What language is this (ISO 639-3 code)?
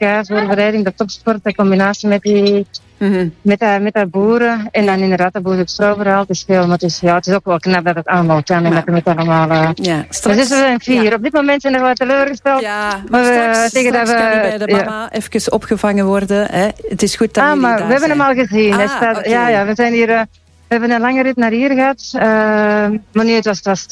nld